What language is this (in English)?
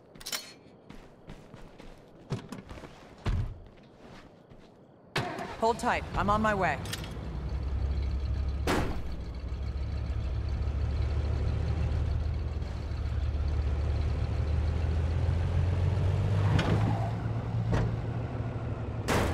English